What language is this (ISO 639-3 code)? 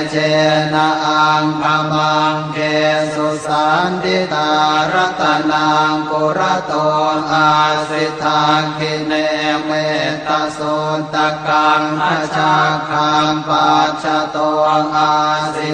pli